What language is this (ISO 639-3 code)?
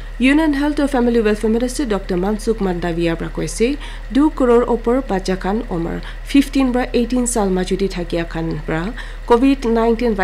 nag